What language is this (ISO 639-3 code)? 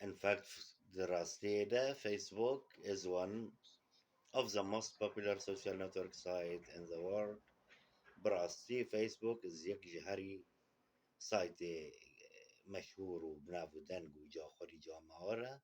kur